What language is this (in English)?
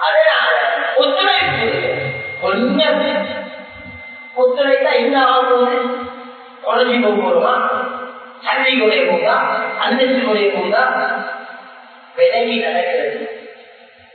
Tamil